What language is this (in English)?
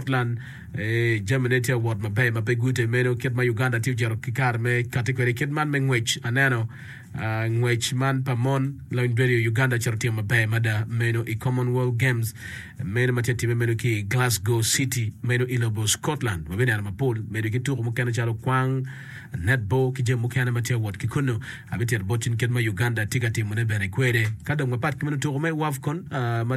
Acoli